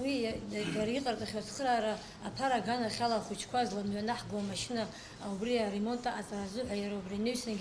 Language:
Abkhazian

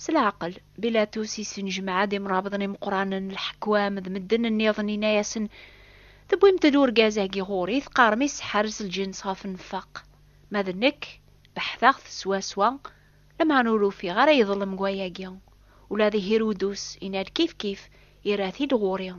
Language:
Kabyle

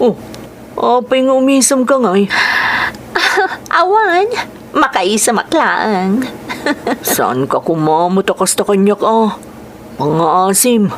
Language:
Iloko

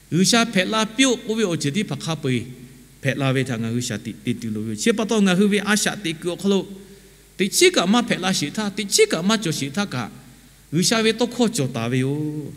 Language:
Lahu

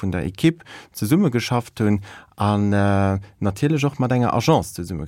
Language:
Luxembourgish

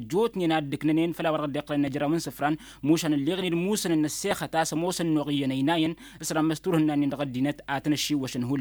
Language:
Tamasheq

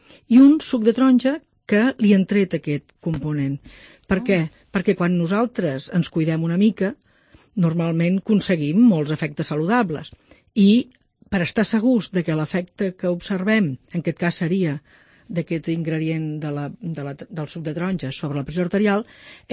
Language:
Catalan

